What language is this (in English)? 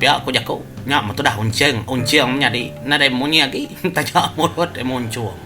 Iban